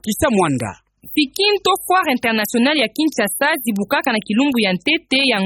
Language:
Kituba (Democratic Republic of Congo)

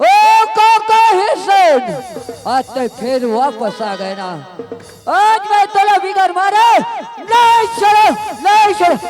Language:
Chhattisgarhi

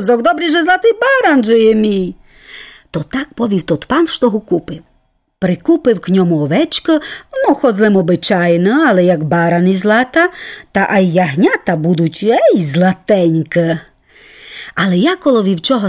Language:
Rusyn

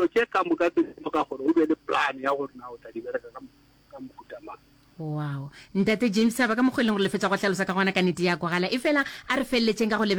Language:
Northern Sotho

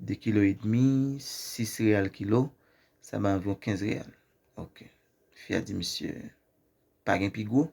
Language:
Haitian Creole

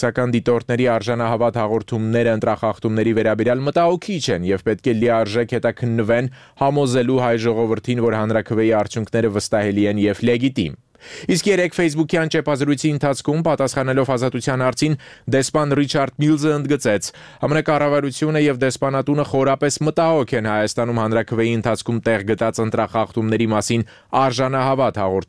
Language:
Armenian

